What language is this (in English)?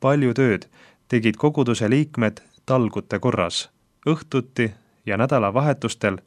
Estonian